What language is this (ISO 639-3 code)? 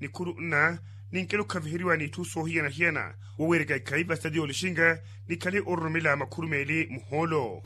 vmw